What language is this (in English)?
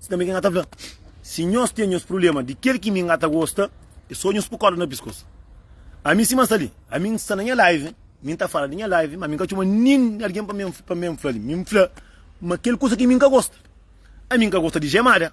Kabuverdianu